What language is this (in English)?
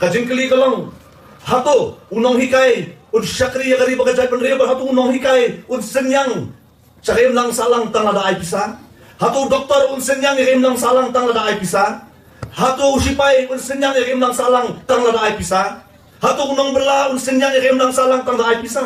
Khasi